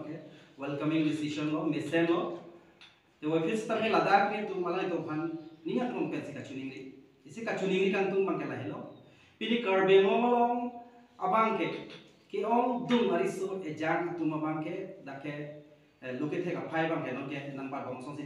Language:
Karbi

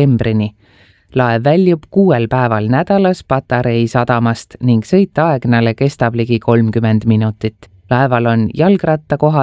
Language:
Estonian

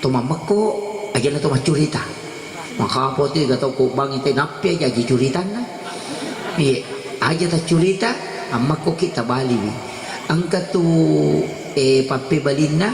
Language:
Buginese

